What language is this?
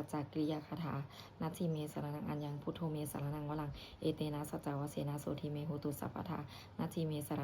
Pali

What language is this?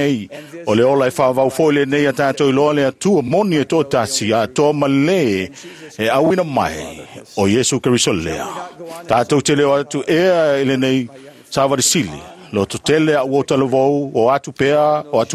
Samoan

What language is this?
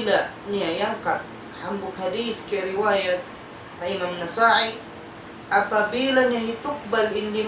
Tausug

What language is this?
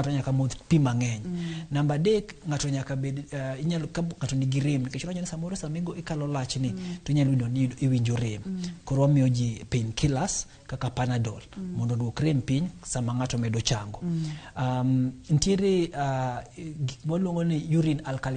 Luo (Kenya and Tanzania)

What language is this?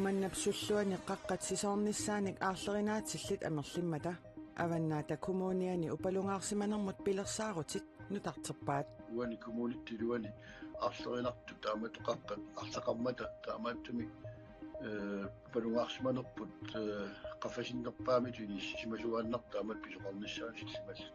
Kalaallisut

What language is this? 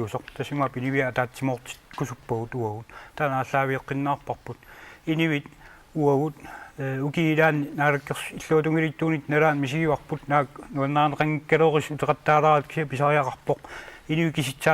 Kalaallisut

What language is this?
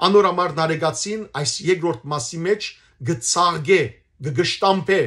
Western Armenian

